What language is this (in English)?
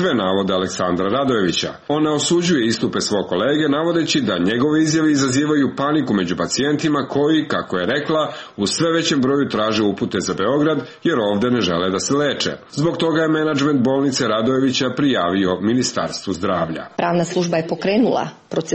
Serbian